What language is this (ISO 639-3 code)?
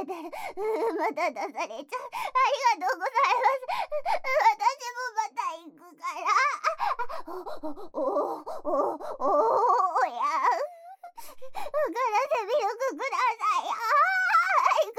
jpn